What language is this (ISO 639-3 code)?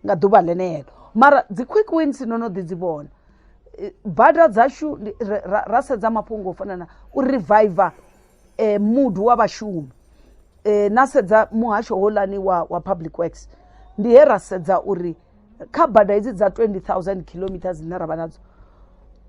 ven